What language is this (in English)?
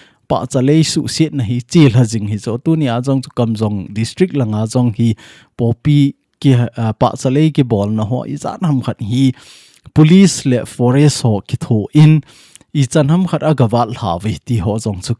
Thado Chin